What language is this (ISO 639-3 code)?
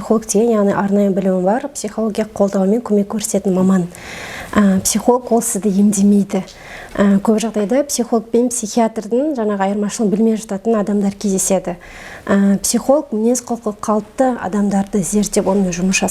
kaz